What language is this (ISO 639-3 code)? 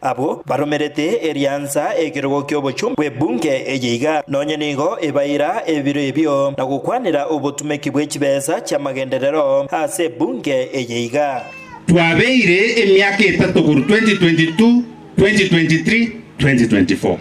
guz